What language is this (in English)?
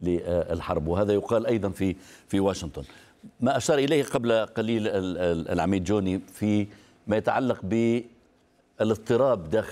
Arabic